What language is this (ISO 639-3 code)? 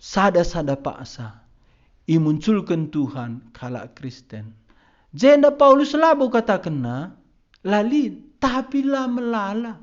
btx